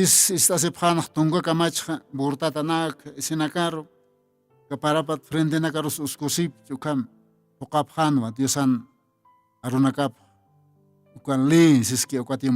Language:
Aymara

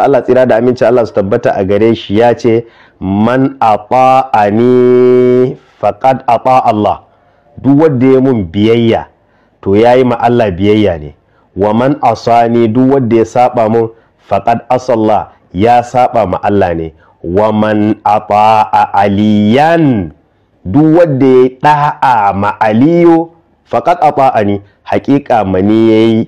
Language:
Hausa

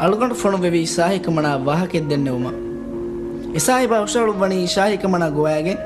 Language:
Divehi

